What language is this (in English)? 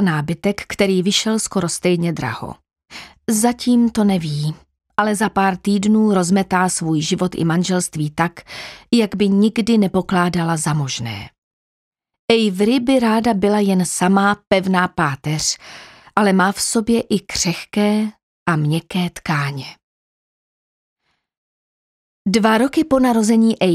Czech